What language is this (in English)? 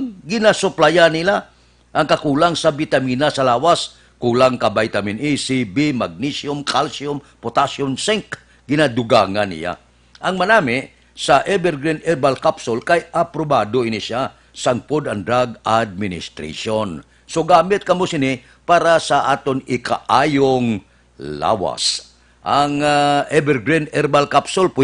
Hiligaynon